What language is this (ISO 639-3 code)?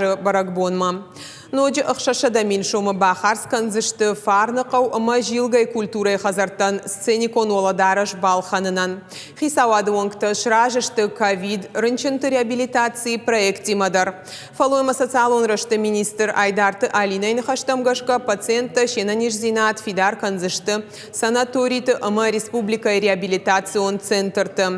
oss